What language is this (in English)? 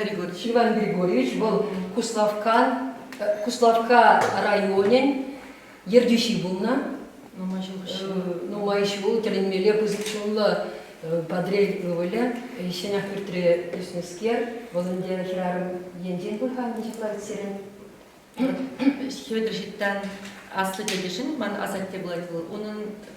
Chuvash